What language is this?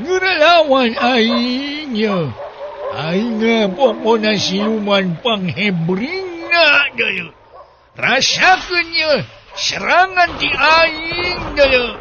Sundanese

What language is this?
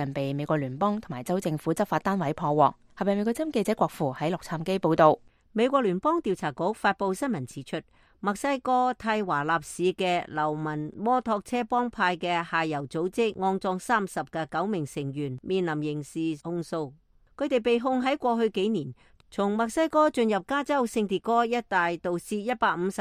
Cantonese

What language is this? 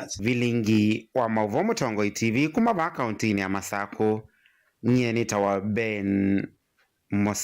Kamba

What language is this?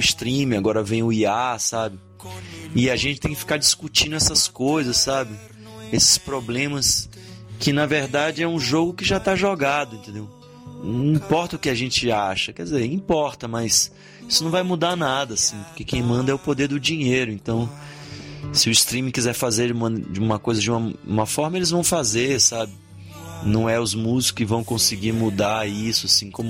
Portuguese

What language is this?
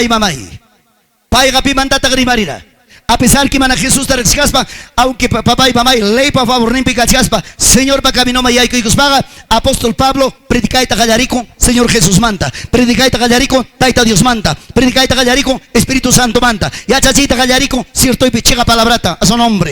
Ayacucho Quechua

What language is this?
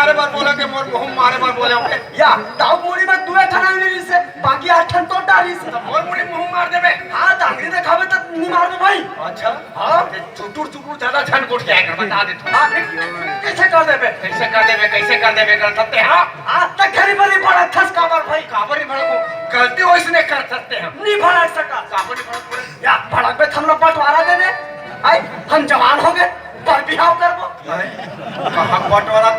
Chhattisgarhi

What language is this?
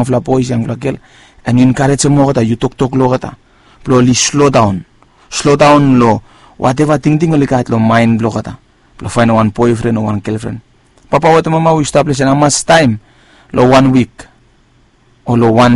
Bislama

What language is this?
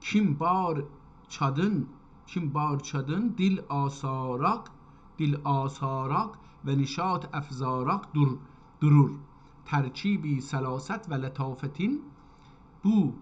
South Azerbaijani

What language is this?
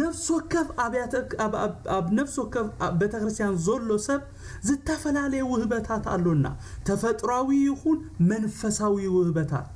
Tigrinya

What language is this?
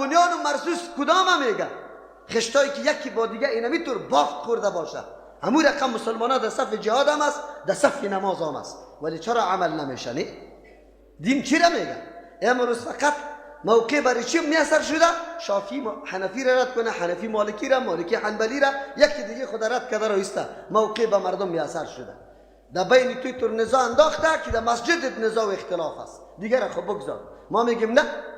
Persian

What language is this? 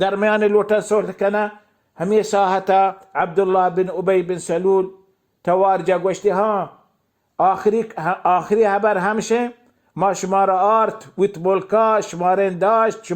Baluchi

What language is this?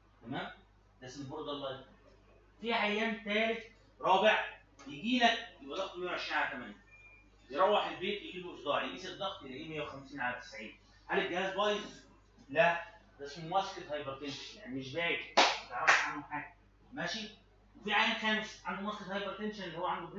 Egyptian Arabic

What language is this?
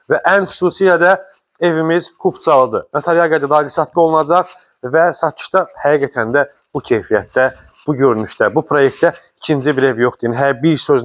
Azerbaijani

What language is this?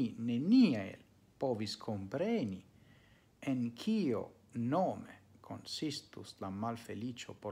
Esperanto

